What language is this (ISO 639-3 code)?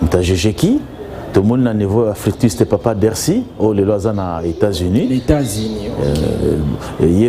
lin